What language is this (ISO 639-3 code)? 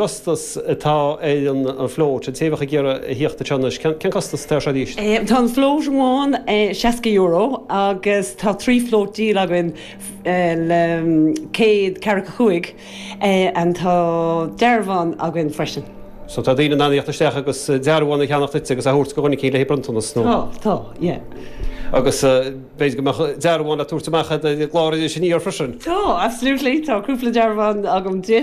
gle